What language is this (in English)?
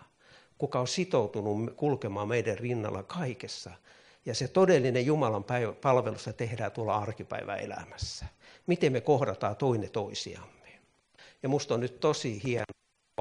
Finnish